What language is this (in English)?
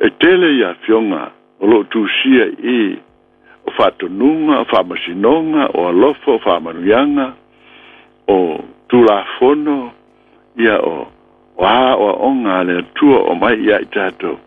Samoan